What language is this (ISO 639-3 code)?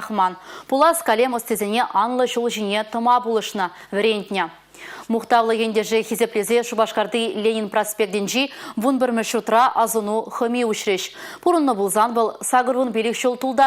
chv